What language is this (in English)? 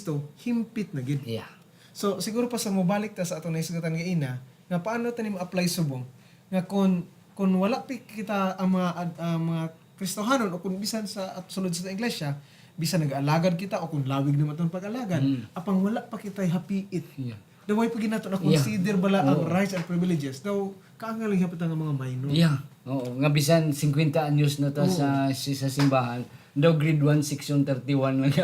Hiligaynon